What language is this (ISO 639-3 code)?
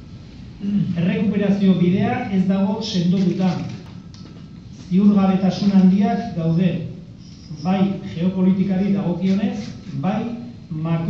eus